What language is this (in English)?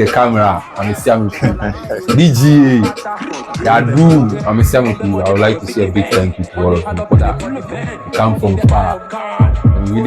Ewe